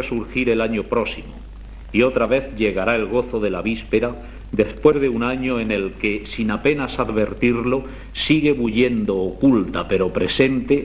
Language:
Spanish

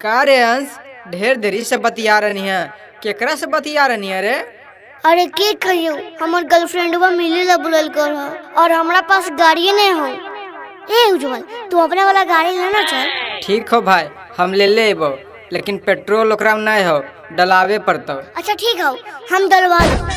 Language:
Magahi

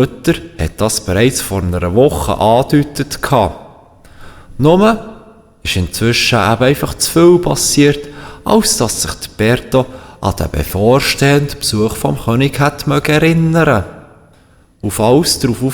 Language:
Swiss German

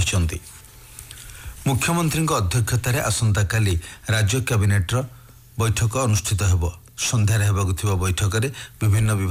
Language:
Odia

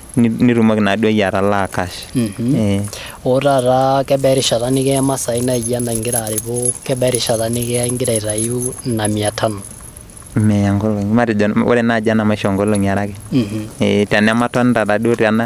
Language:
Masai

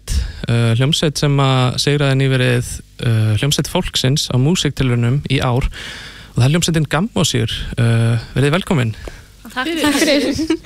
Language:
Icelandic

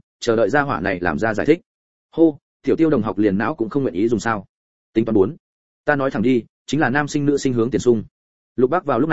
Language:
Vietnamese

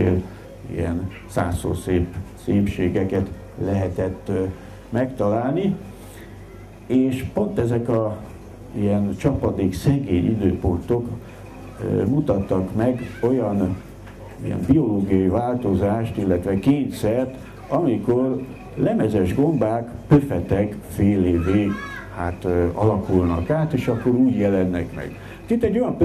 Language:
Hungarian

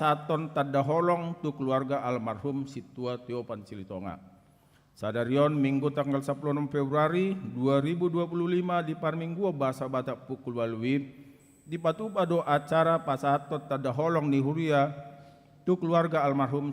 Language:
Batak Toba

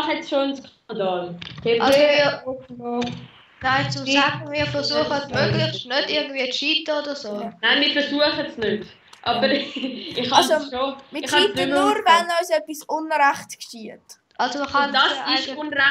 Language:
Swiss German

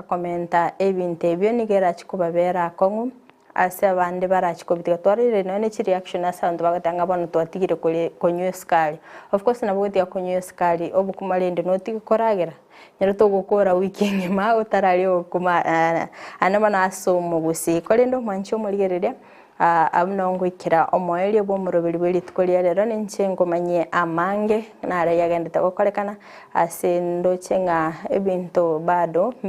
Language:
Gusii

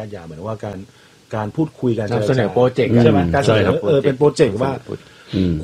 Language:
Thai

